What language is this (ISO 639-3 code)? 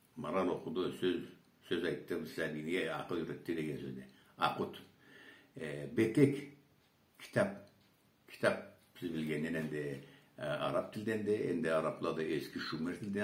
krc